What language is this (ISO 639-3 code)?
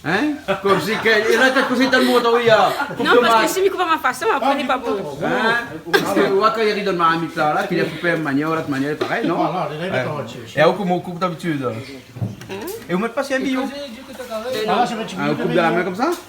rcf